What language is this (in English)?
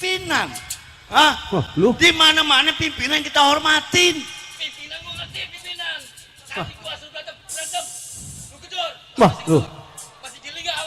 Betawi